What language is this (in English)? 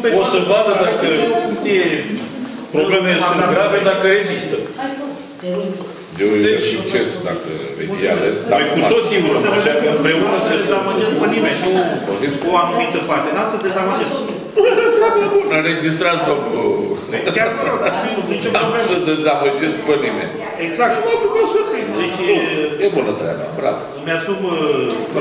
Romanian